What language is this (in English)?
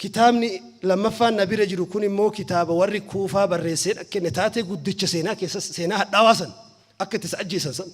Oromo